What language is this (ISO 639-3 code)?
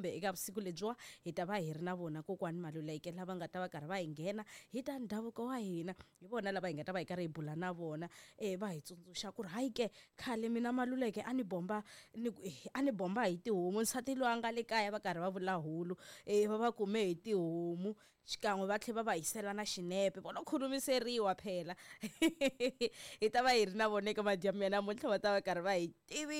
tso